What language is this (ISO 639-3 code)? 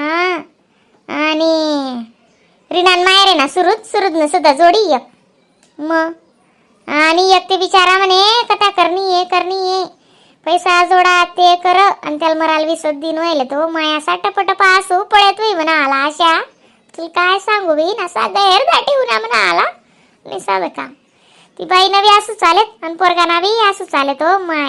khn